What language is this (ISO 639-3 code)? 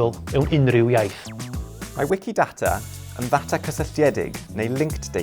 cym